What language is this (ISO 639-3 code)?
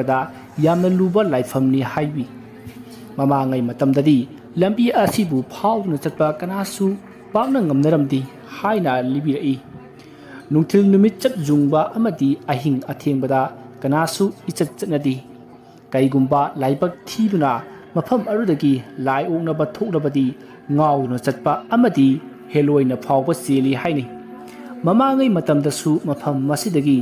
mni